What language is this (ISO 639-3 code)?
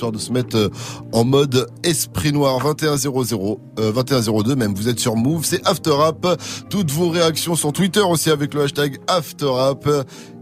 fra